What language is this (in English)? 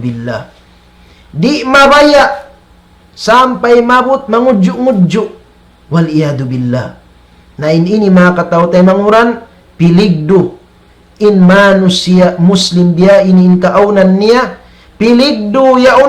Tausug